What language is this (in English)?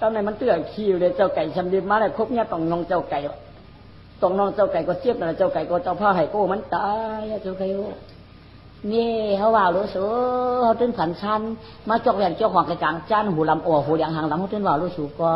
Shan